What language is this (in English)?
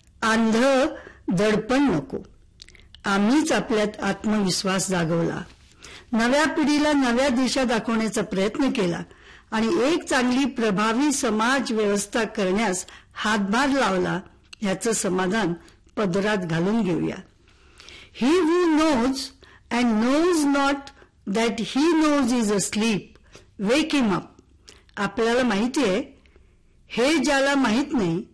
Marathi